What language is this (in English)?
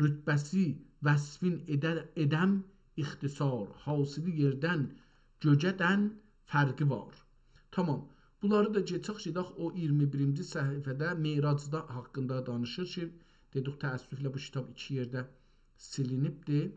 South Azerbaijani